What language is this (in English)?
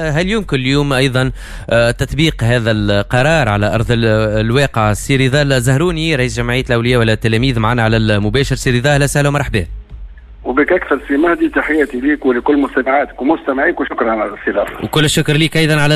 Tunisian Arabic